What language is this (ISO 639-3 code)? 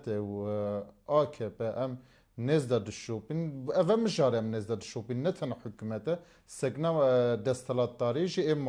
kur